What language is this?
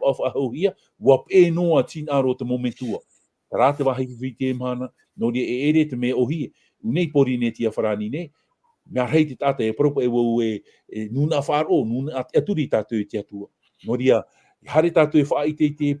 Tahitian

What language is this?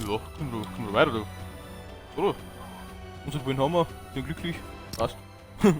Bavarian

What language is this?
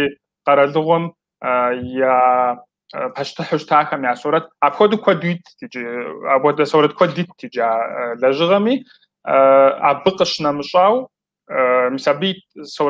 Kabardian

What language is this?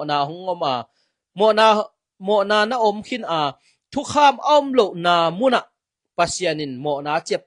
Tedim Chin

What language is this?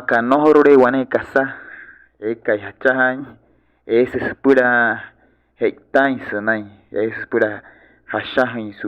Wayuu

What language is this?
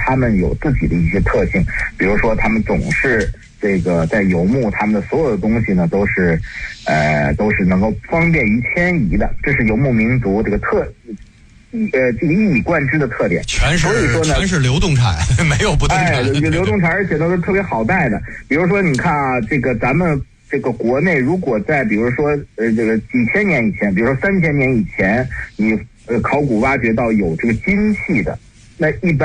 Chinese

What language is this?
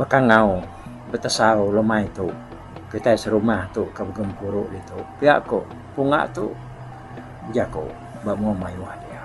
Iban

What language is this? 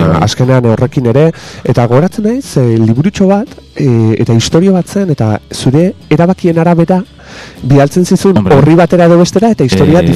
Basque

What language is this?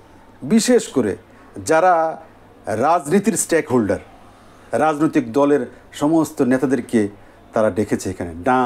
Bangla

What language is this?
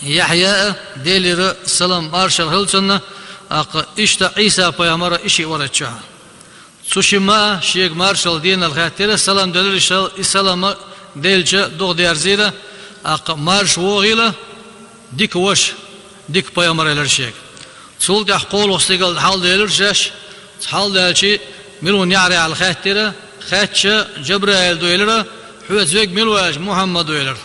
Chechen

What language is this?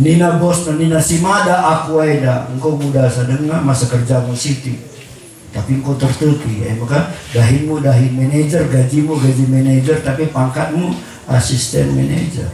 Batak Karo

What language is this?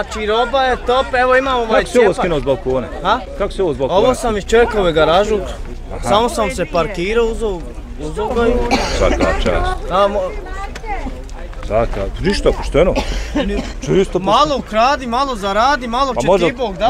Bosnian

